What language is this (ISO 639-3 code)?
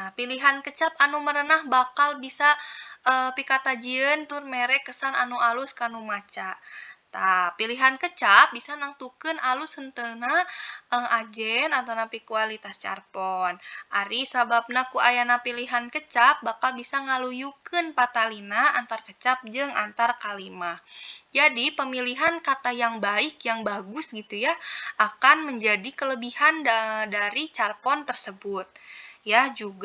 sun